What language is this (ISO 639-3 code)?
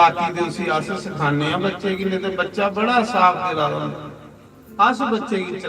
doi